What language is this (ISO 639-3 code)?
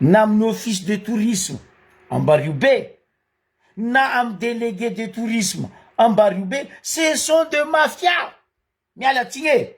mlg